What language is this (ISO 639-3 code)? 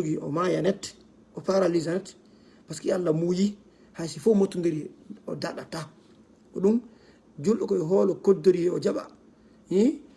ful